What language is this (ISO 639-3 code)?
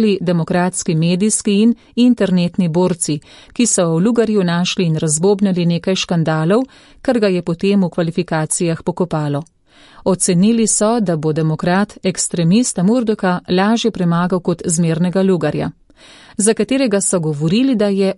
slv